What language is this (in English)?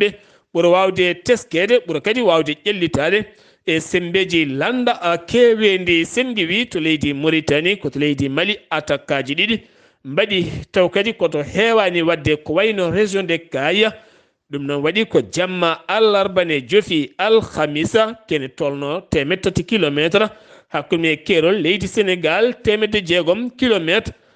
Fula